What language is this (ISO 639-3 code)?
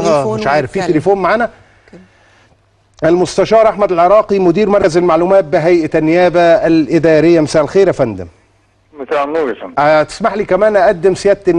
arz